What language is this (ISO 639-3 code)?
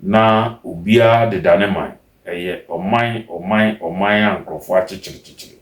aka